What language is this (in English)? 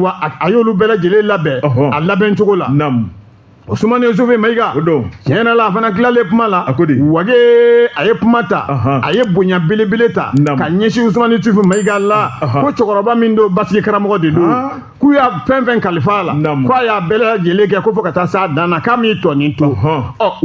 Bambara